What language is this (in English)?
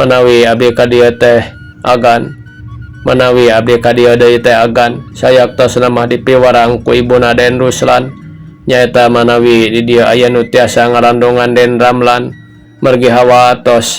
Sundanese